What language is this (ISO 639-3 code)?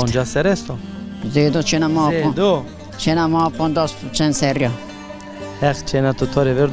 zza